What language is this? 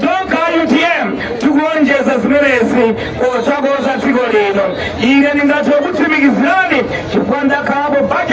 Nyanja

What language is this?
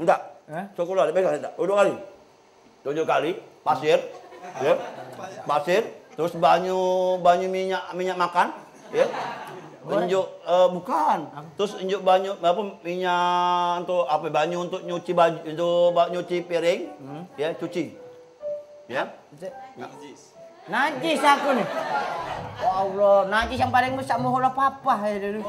Musi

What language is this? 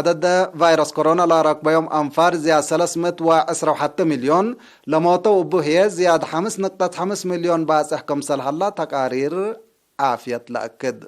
Tigre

